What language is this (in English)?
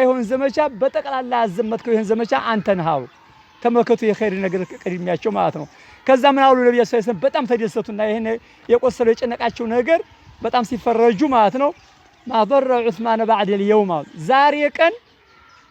Amharic